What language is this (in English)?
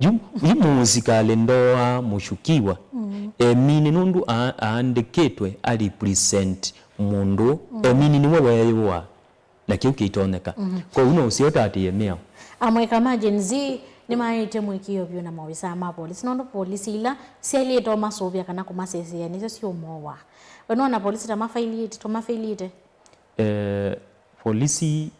Kamba